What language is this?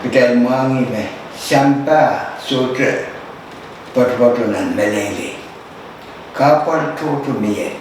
Pohnpeian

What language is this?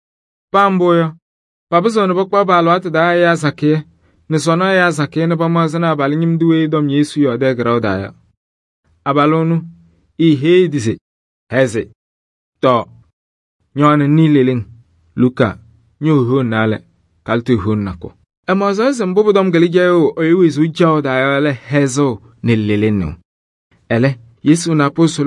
Kabiyè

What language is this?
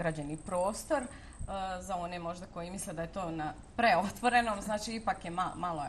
Bosnian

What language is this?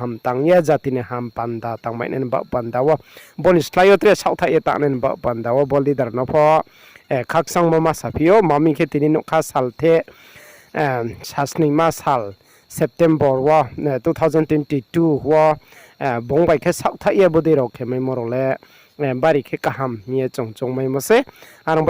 Riang (India)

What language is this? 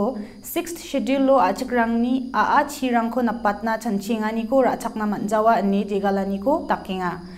Garo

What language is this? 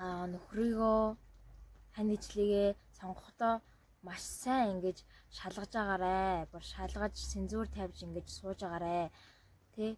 Mongolian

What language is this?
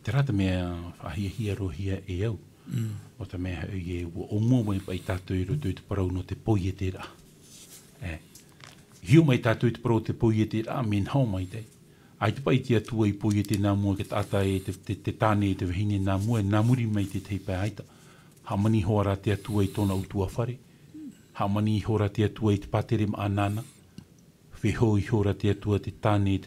Tahitian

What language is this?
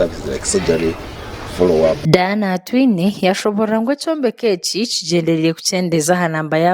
Nyankole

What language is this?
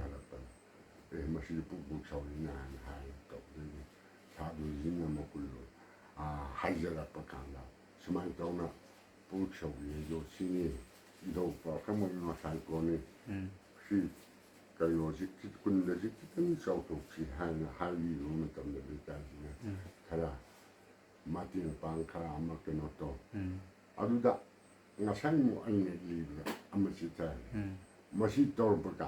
Manipuri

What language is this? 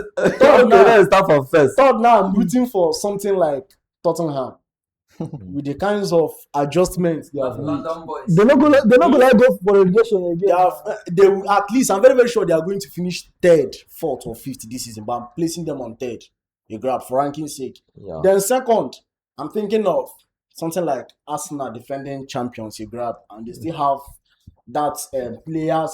Nigerian Pidgin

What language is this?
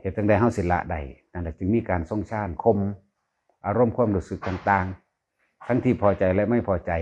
Northeastern Thai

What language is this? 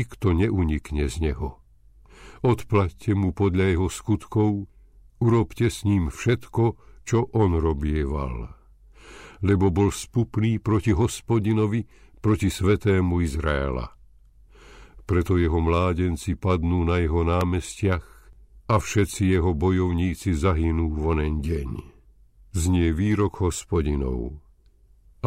Slovak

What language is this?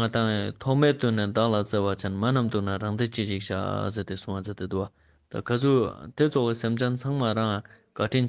Ladakhi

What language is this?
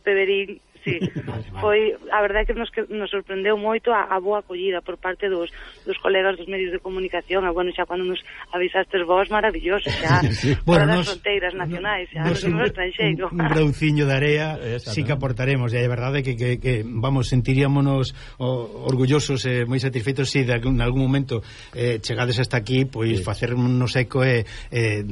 Galician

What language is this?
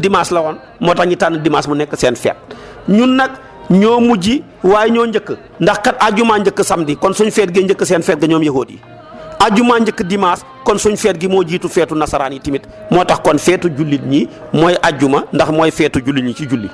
Wolof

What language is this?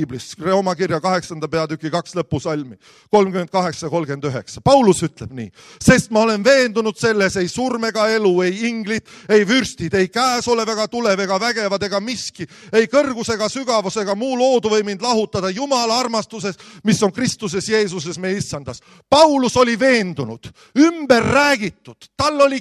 Estonian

